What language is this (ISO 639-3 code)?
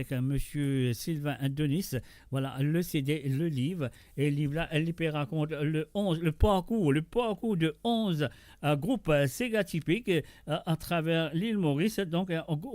mfe